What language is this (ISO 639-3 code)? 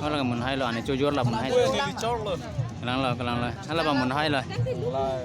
mjw